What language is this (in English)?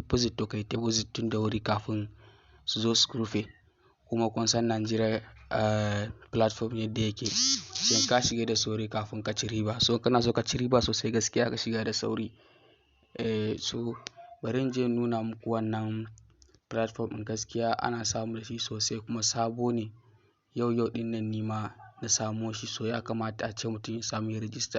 Hausa